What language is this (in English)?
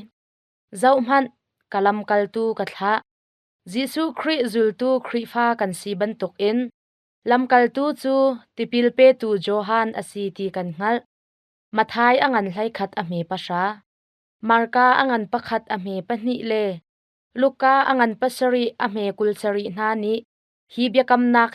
Hakha Chin